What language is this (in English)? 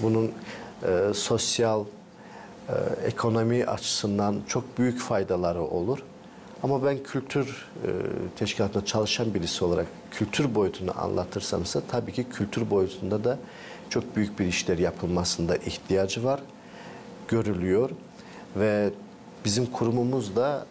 Gagauz